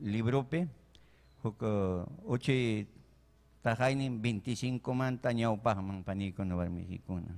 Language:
Ayacucho Quechua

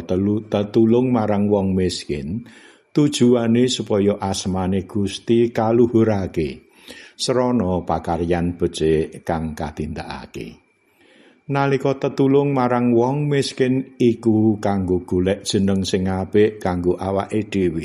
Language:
Javanese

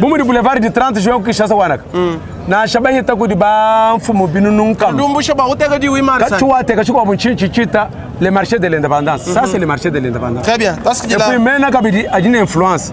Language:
Luba-Lulua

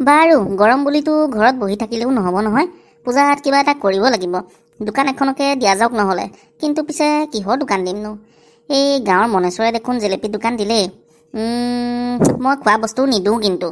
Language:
Assamese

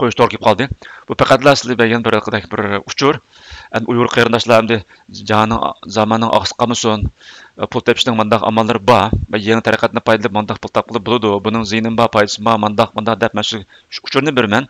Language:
Uyghur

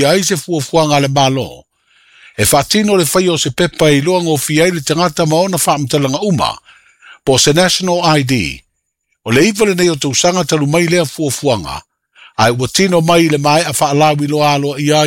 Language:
Samoan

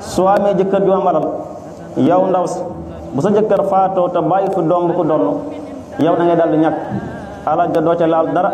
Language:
Wolof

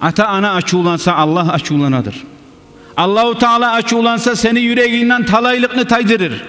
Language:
Kumyk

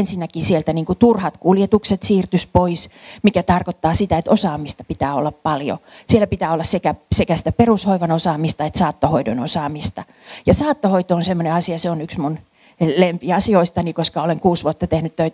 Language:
Finnish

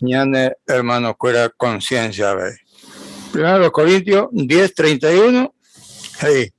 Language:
Guarani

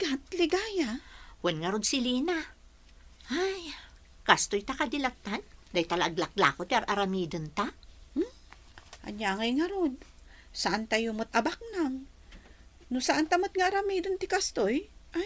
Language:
Iloko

